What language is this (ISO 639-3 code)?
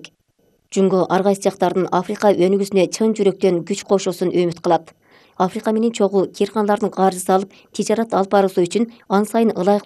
kir